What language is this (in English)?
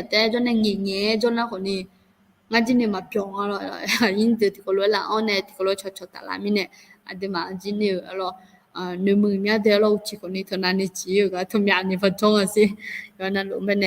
Akha